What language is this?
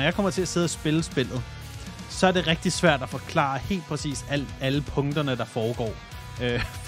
Danish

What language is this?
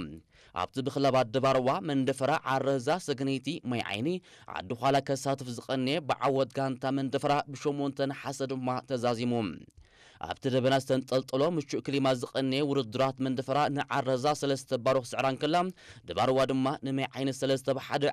Tigrinya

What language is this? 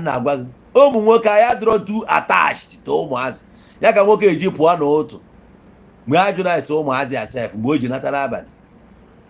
Igbo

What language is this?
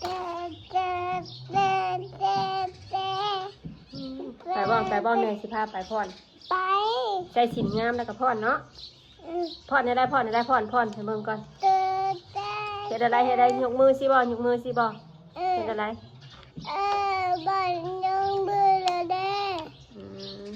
Northeastern Thai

